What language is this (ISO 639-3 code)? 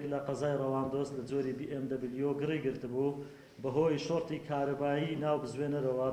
ckb